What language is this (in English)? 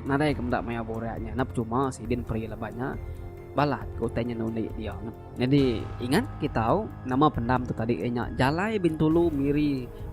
Iban